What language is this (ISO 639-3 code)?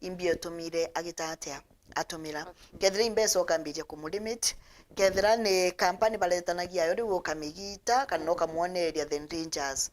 mer